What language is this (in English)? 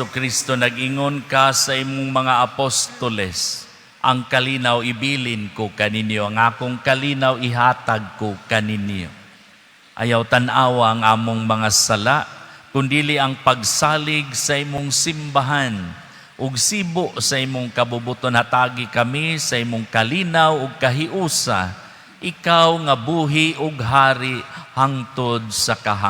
Cebuano